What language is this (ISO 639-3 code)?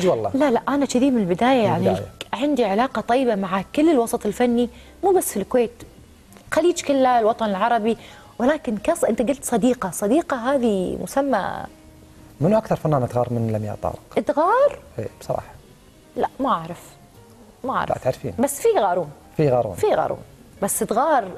afb